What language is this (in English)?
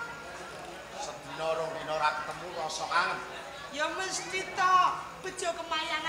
Javanese